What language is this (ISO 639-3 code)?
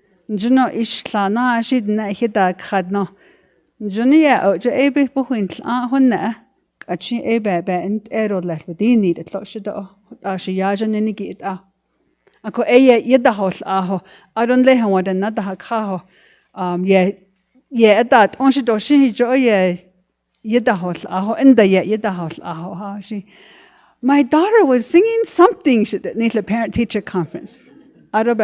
nav